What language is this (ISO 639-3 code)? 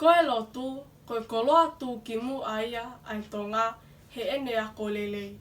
ton